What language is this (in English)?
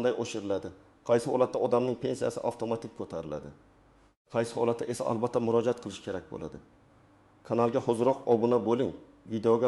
Uzbek